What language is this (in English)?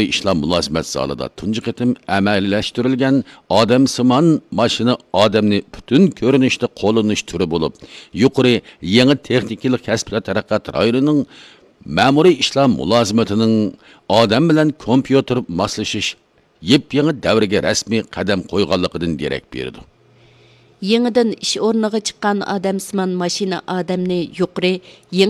Uyghur